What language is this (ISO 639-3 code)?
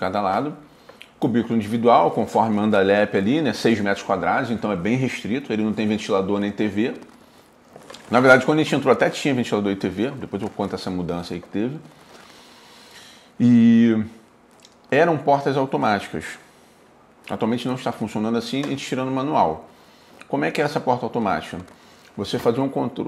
por